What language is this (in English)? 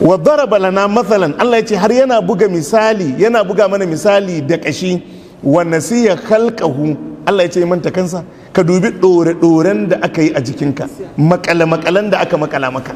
Hausa